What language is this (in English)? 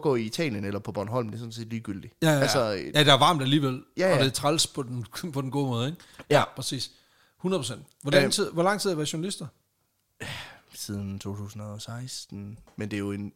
Danish